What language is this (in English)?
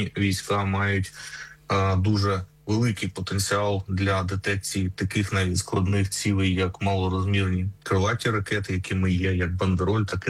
Ukrainian